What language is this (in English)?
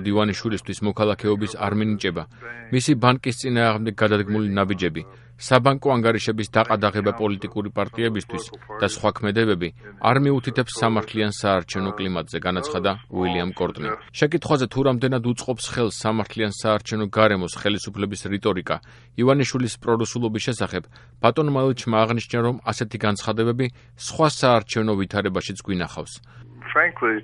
Georgian